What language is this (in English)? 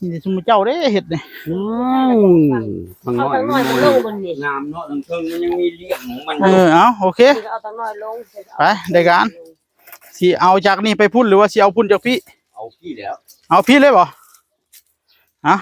Northeastern Thai